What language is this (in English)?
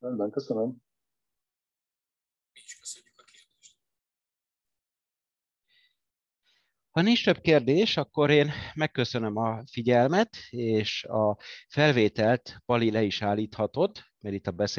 Hungarian